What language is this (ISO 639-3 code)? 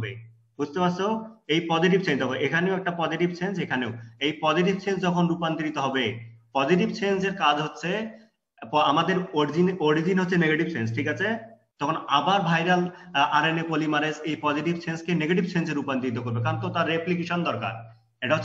ben